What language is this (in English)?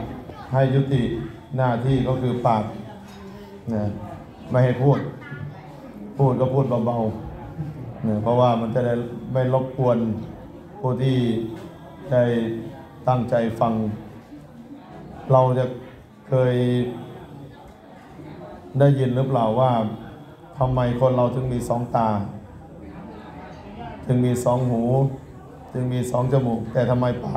Thai